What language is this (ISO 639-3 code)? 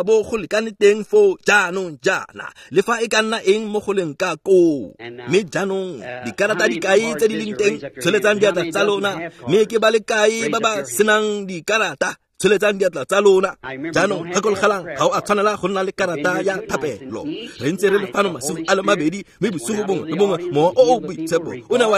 tsn